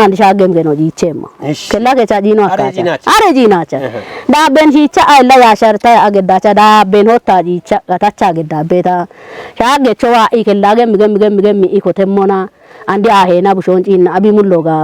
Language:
Kafa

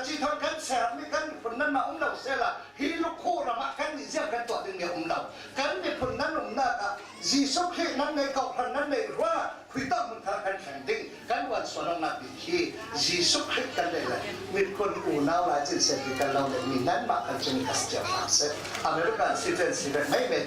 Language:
Falam Chin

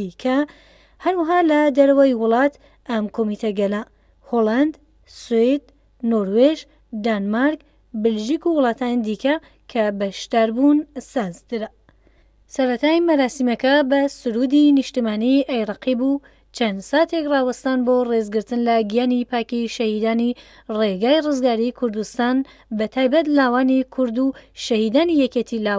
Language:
Central Kurdish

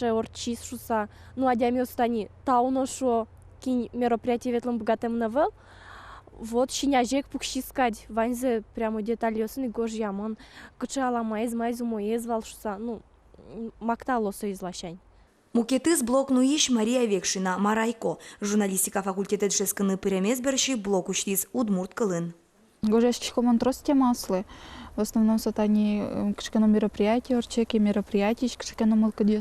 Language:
Udmurt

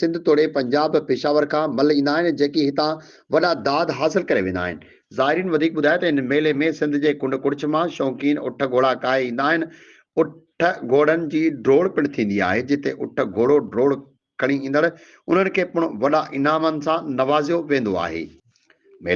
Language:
Sindhi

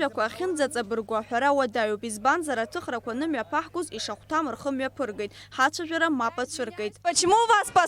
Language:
Abkhazian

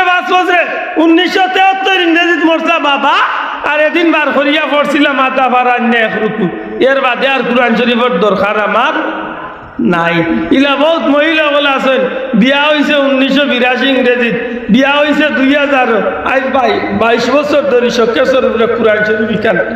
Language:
Sylheti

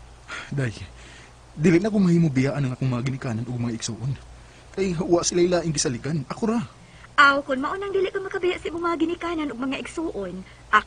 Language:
Cebuano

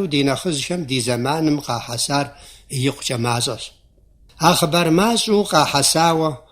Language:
Kabardian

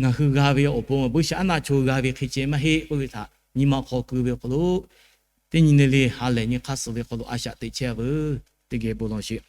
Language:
Lahu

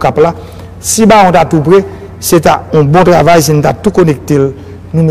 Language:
Haitian Creole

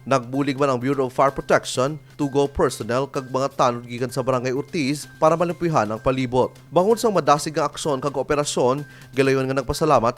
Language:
Hiligaynon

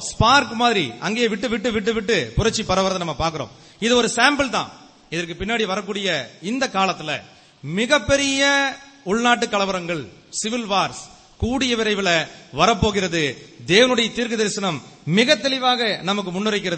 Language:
Tamil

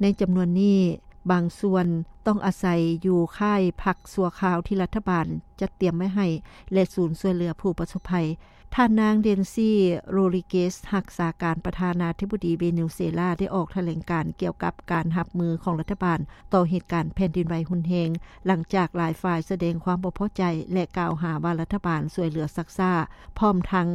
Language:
Lao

